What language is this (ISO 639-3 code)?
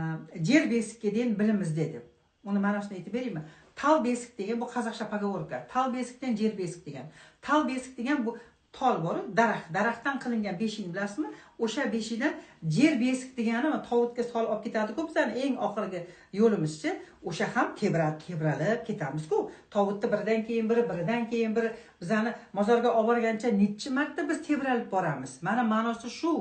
uzb